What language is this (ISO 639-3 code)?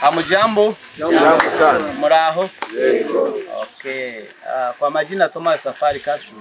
swa